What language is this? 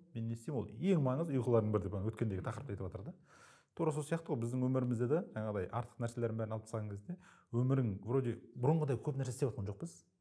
Kazakh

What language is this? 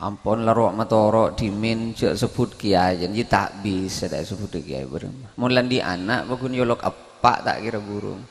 Madurese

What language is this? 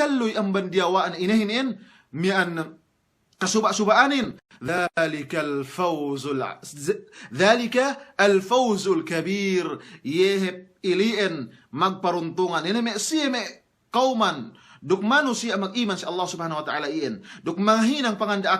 Yakan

